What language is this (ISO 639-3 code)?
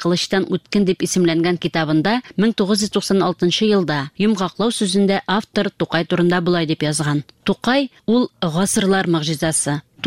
tat